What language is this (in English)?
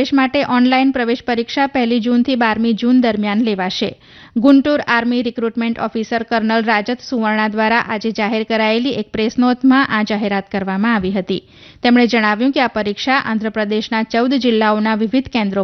Gujarati